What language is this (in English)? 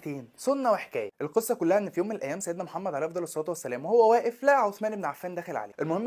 Egyptian Arabic